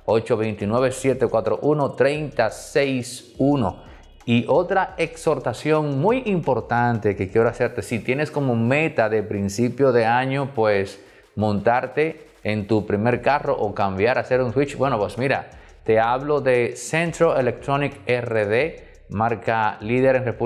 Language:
Spanish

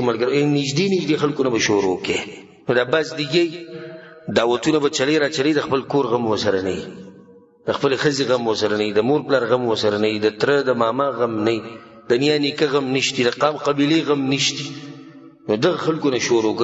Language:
Pashto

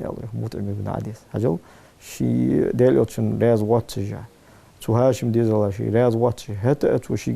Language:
Ingush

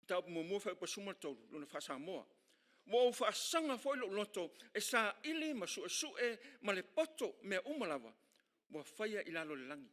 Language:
Samoan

